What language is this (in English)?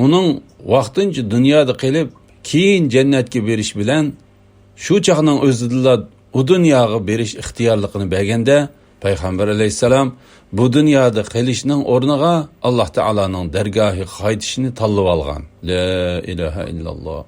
Uyghur